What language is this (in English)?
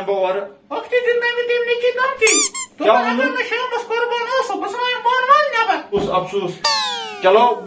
Kashmiri